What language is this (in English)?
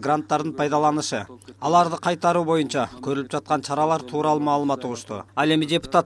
Kyrgyz